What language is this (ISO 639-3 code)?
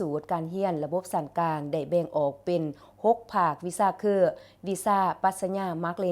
lao